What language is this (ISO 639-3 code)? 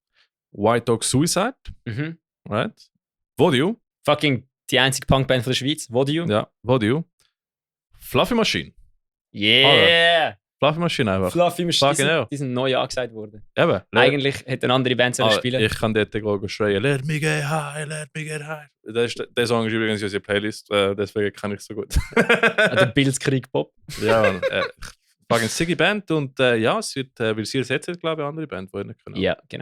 gsw